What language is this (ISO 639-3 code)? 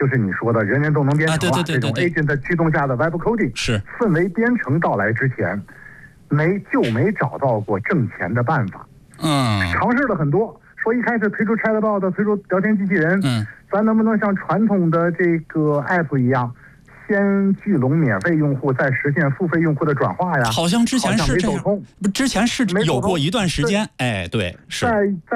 zho